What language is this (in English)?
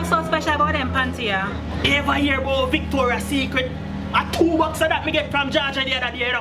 Jamaican Creole English